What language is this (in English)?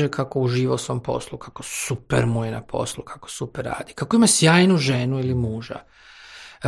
Croatian